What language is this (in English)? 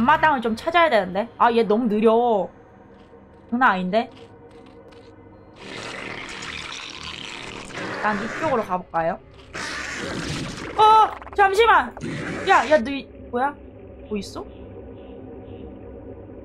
Korean